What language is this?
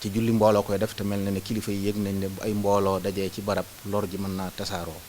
Wolof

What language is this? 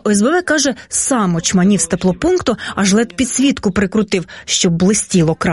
Ukrainian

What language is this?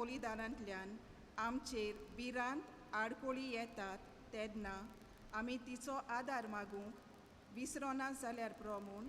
Konkani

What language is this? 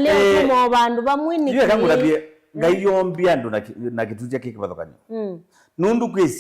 Kamba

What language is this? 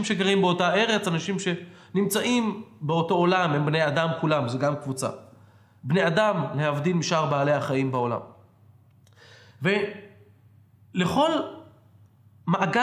Hebrew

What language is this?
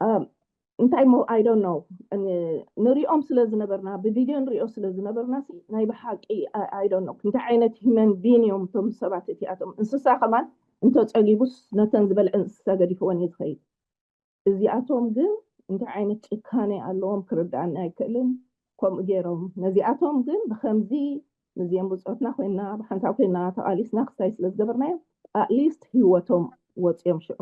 Tigrinya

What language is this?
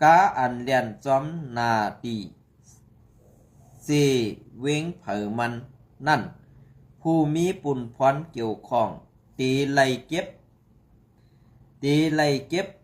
Shan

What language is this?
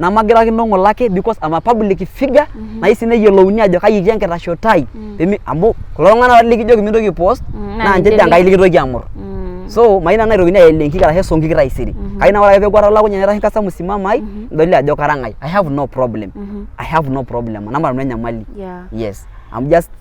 Masai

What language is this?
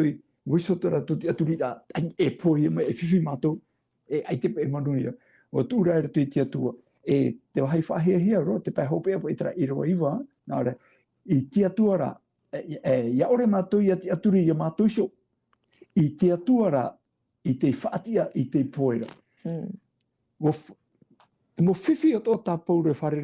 Tahitian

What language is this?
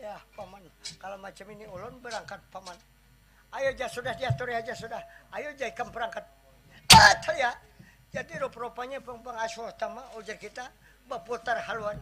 Banjar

